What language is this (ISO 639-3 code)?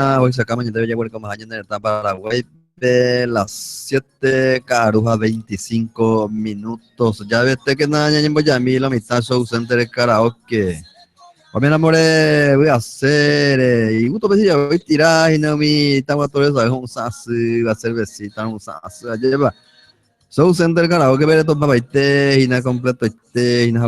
grn